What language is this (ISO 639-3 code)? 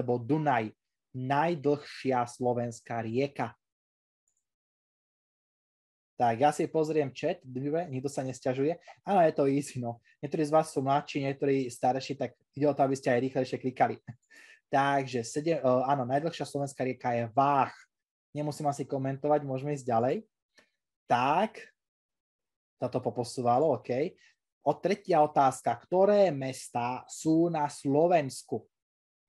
slk